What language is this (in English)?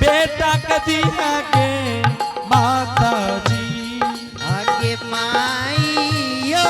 Angika